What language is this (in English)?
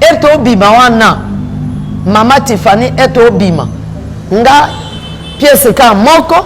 Lingala